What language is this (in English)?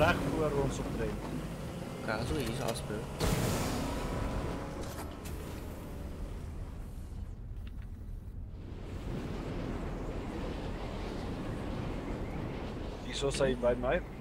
Afrikaans